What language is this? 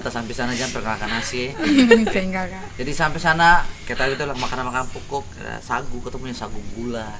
Ambonese Malay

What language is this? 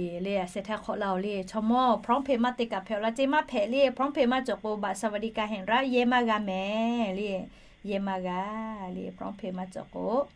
Lahu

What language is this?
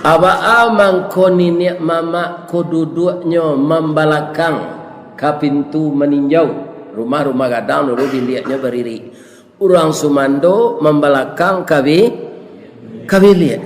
Minangkabau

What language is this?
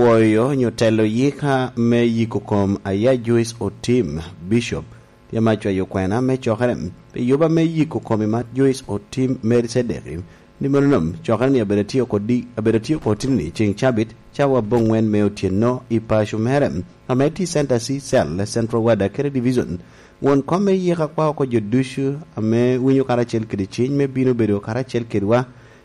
Lango (Uganda)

